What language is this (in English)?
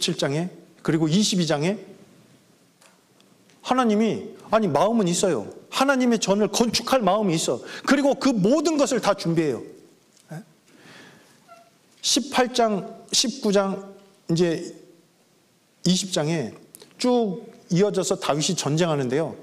Korean